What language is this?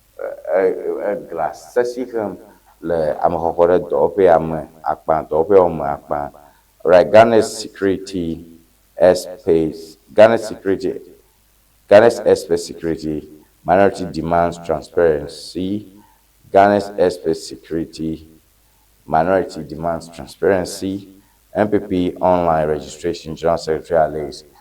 Ewe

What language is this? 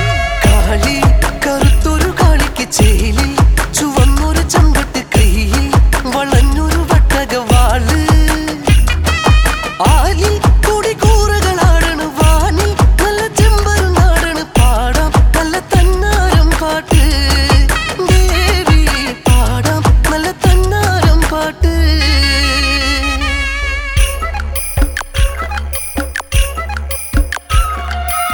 Malayalam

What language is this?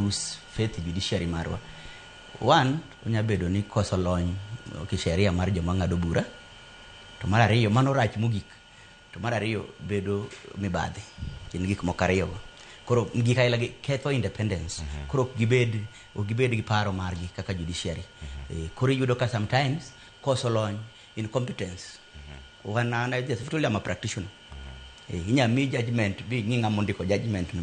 Luo (Kenya and Tanzania)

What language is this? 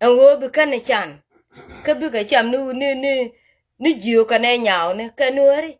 Nuer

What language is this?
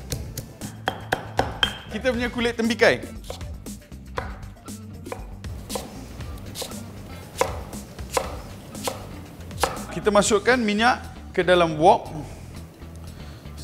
Malay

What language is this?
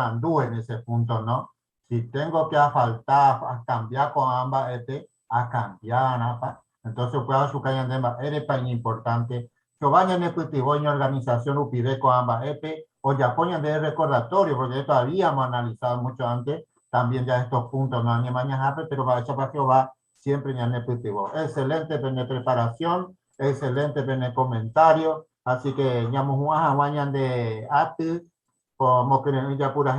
Guarani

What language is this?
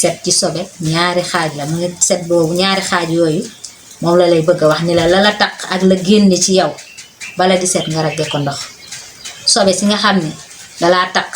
Wolof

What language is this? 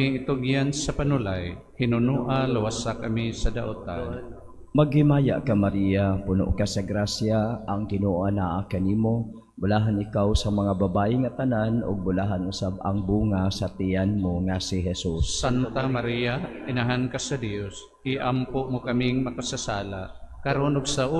Cebuano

